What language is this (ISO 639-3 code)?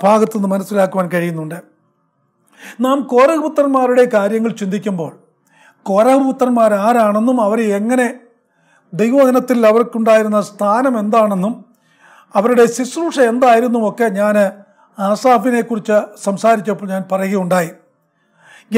mal